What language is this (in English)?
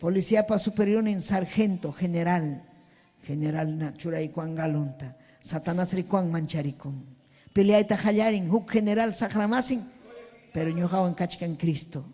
Ayacucho Quechua